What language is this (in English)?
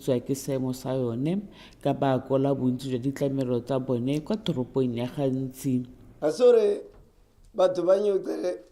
Tswana